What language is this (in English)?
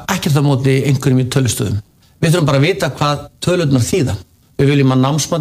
Icelandic